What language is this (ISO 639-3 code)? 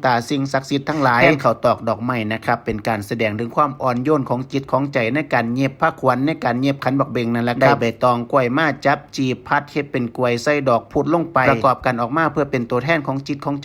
tts